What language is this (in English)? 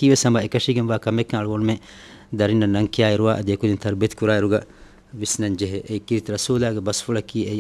Divehi